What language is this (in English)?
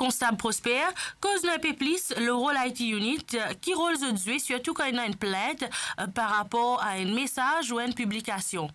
Morisyen